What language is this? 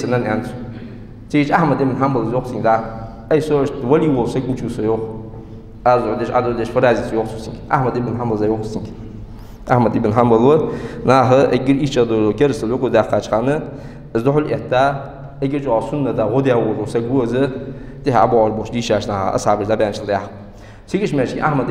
Ingush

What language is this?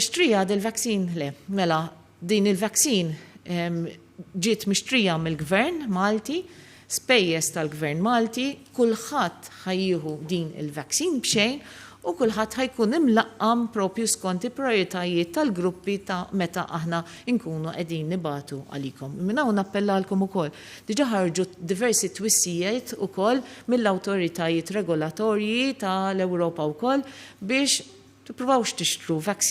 Maltese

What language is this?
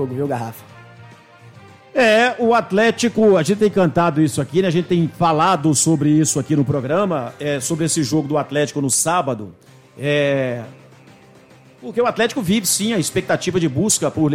Portuguese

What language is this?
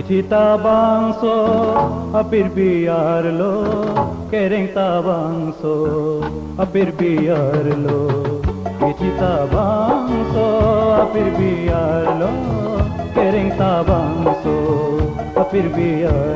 Karbi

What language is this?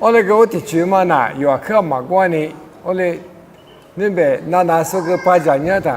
Lisu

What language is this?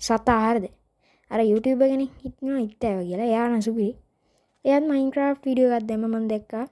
Sinhala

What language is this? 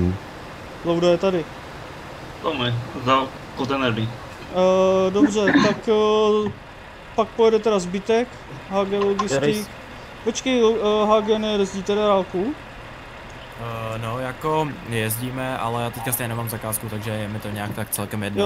Czech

